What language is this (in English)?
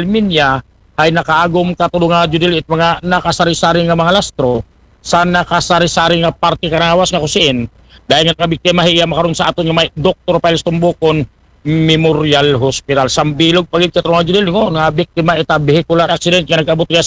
Aklanon